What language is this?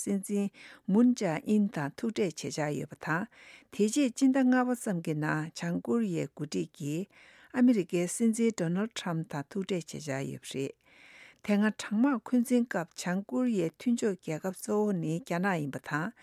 Tibetan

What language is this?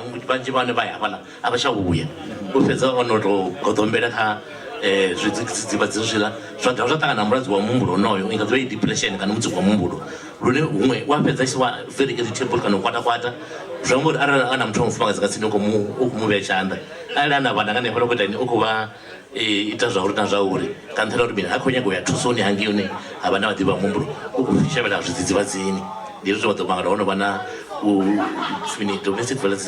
Venda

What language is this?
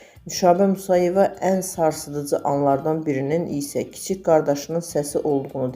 Azerbaijani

